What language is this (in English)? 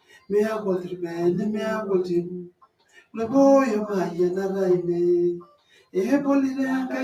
Masai